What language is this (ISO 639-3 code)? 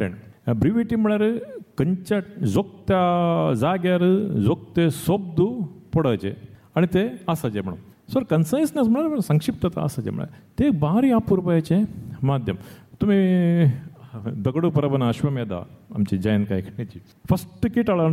kok